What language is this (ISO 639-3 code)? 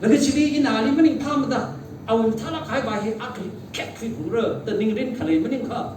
nmf